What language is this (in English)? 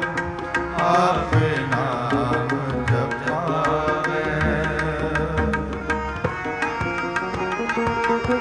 Punjabi